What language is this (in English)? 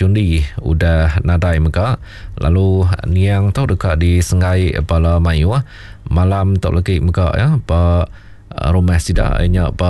Iban